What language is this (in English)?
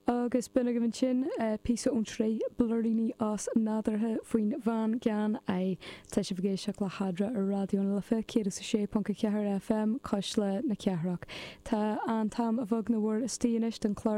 Irish